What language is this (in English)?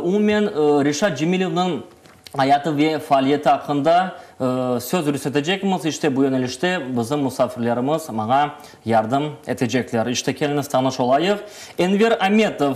Crimean Tatar